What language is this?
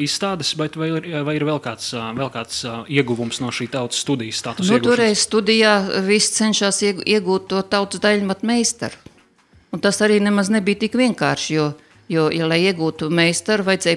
Latvian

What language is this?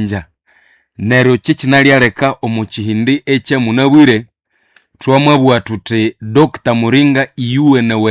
Nande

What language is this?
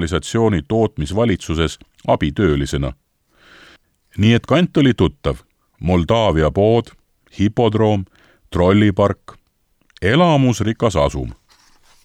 Estonian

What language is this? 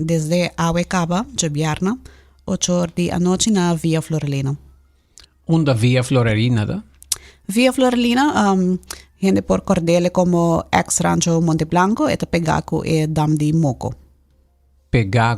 Papiamento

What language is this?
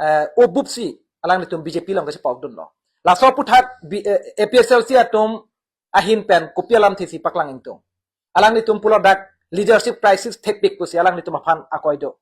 Karbi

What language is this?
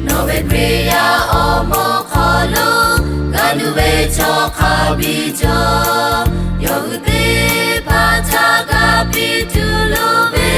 Lahu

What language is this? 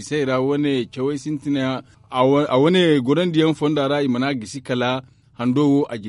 Zarma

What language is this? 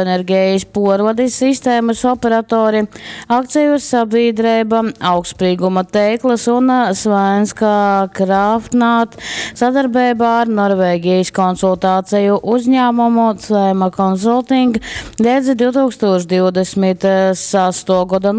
Latgalian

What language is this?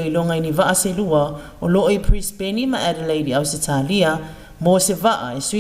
Samoan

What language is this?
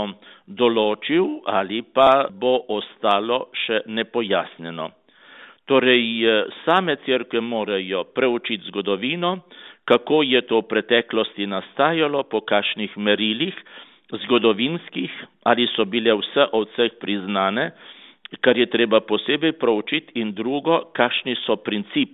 Slovenian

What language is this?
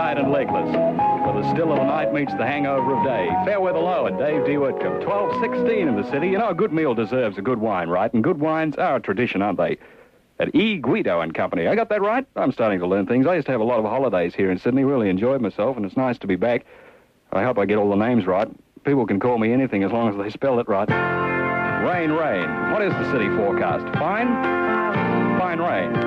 English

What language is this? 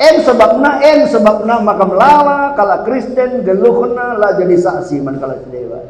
Batak Karo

